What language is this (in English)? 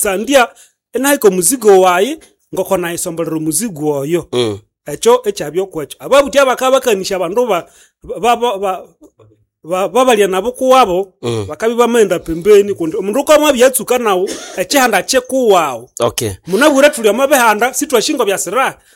Nande